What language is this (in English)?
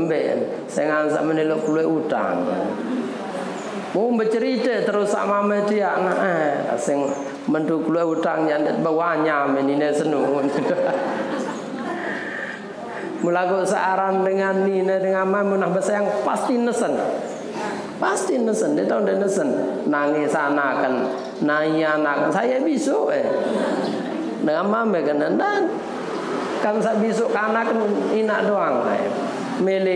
Sasak